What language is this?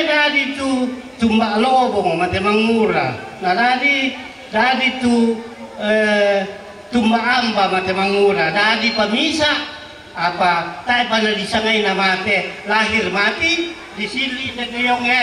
Toraja-Sa'dan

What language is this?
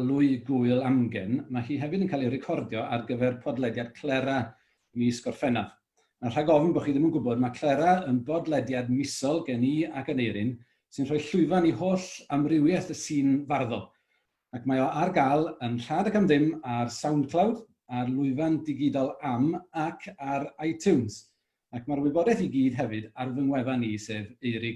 Welsh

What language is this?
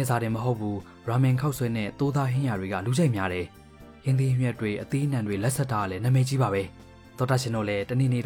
Burmese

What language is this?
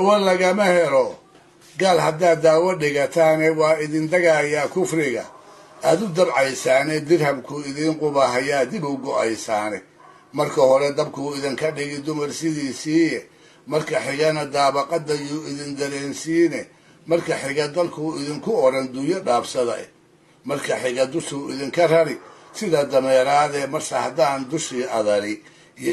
Somali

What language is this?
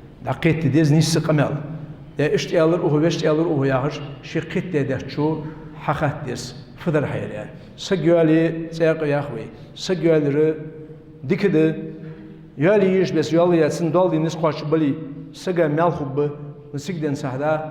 Ingush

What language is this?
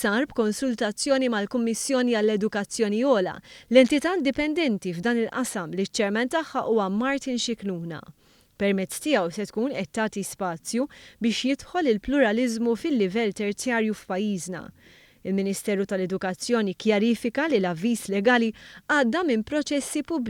Maltese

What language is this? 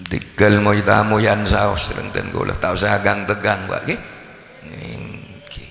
Madurese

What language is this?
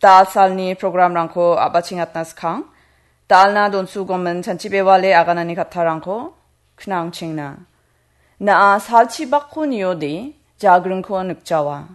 Garo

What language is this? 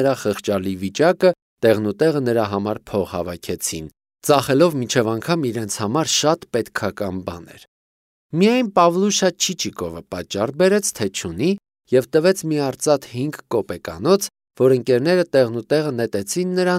Armenian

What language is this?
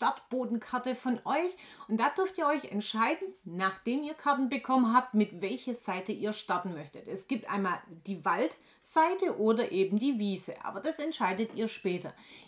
German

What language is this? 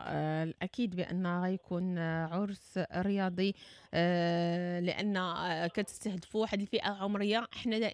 Moroccan Arabic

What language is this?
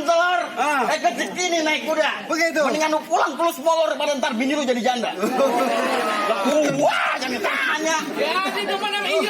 Betawi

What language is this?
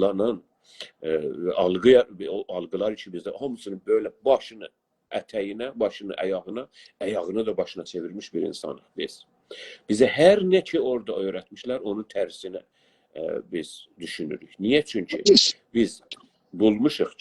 South Azerbaijani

